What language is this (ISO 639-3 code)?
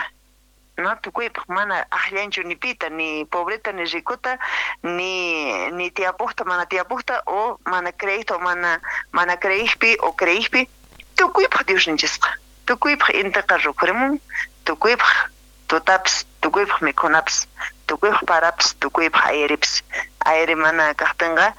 que